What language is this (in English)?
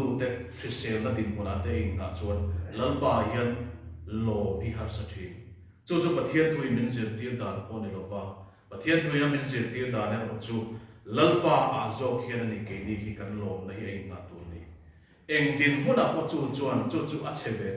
Mizo